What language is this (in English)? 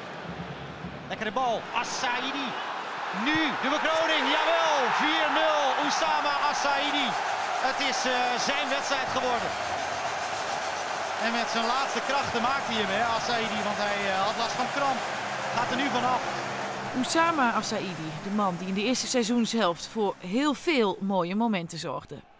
Dutch